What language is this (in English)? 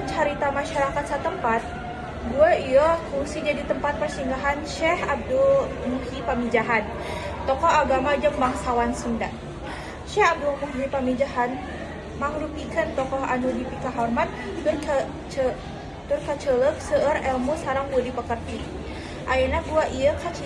Sundanese